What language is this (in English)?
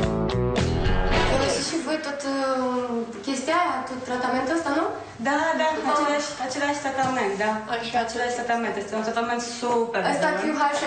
Romanian